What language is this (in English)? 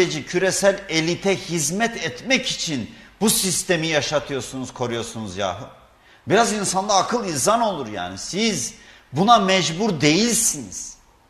Turkish